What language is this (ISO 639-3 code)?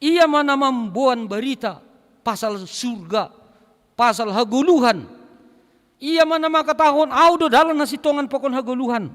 bts